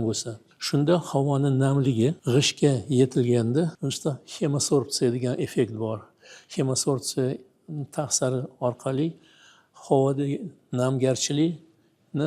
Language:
Uzbek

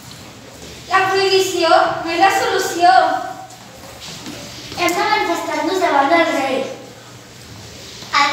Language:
Catalan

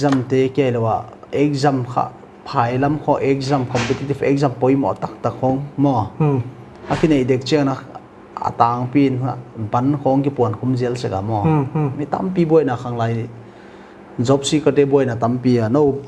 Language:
Paite Chin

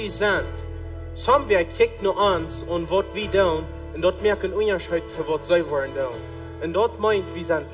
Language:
Plautdietsch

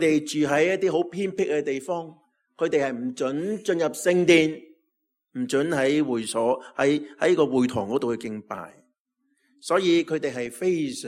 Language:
Cantonese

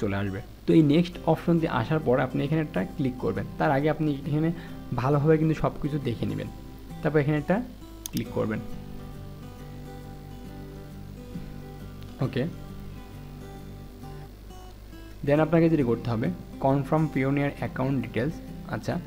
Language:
Bangla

